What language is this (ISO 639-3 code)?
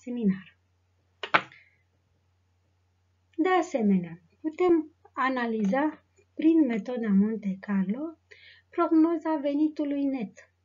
ron